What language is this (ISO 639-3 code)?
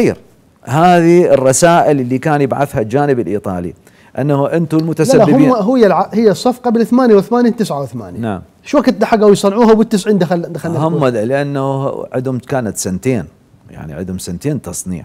acm